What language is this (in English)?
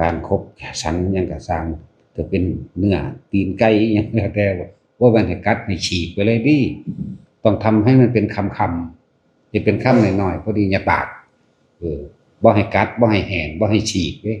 Northeastern Thai